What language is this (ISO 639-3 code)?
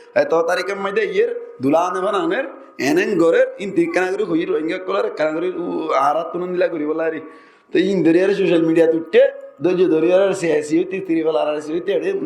rhg